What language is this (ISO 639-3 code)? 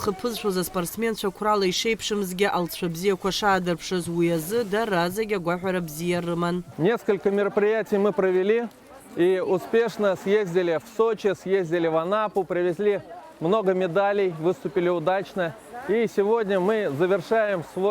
abk